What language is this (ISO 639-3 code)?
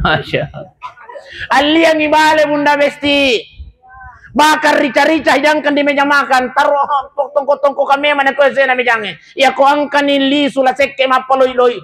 bug